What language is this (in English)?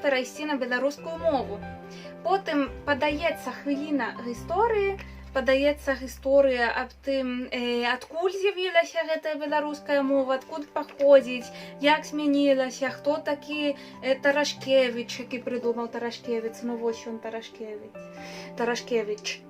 Belarusian